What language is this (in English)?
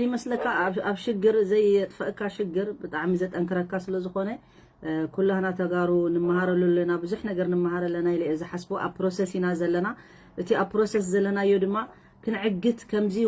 Tigrinya